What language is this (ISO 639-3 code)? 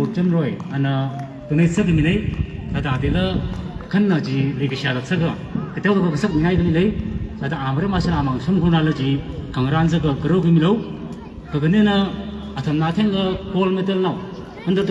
nmf